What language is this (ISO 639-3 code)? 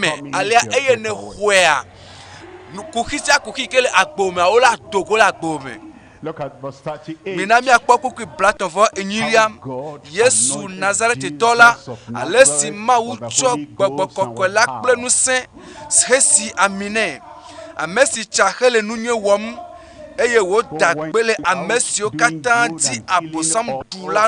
ewe